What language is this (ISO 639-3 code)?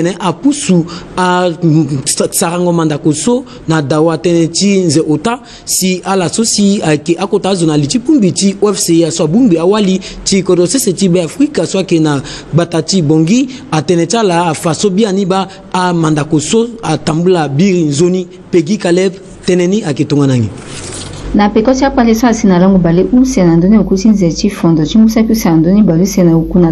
sag